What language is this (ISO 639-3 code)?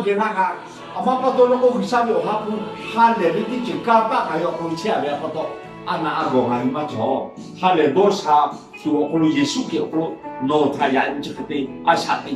lhu